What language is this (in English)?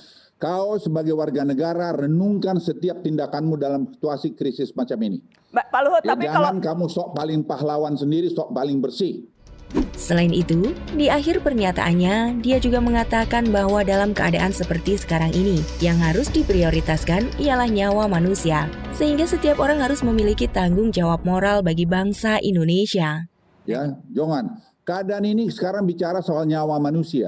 Indonesian